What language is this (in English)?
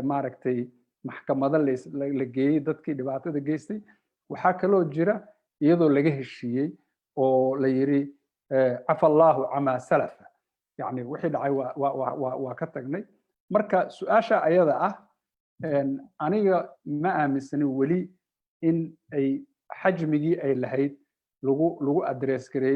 Somali